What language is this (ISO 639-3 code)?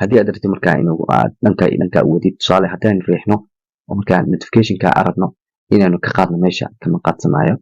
som